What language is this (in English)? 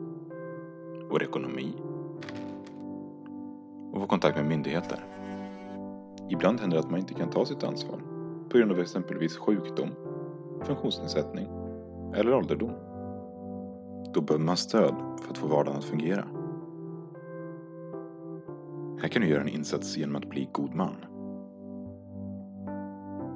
Swedish